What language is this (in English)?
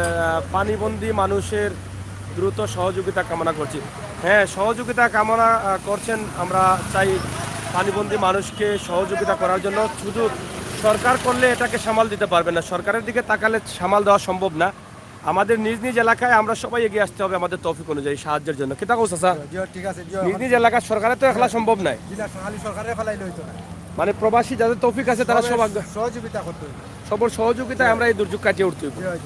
Sylheti